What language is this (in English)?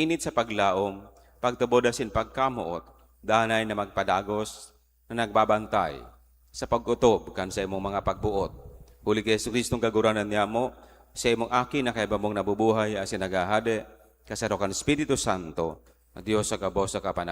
Bikol